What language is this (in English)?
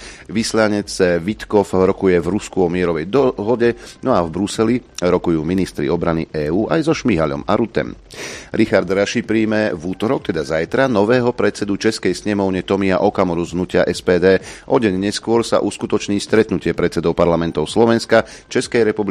Slovak